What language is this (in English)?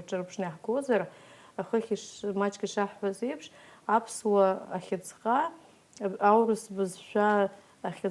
Abkhazian